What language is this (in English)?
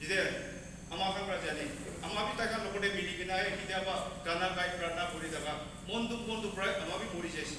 Naga Pidgin